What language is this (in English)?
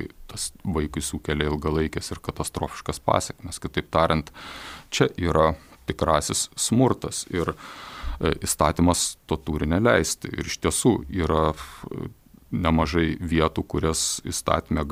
Lithuanian